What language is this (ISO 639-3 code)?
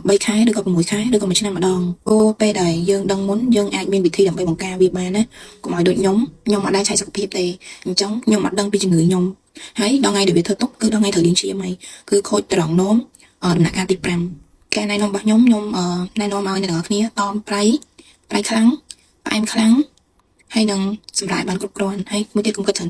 khm